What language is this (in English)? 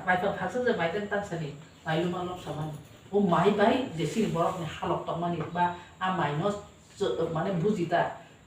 Kok Borok